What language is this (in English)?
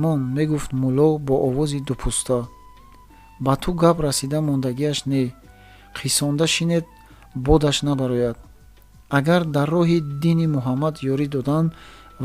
Tajik